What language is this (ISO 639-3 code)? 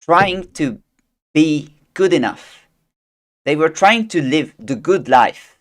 eng